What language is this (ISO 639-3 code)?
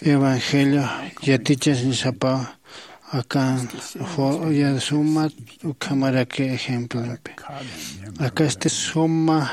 aym